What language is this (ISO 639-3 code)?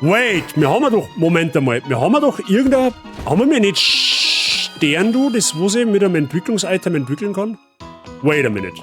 bar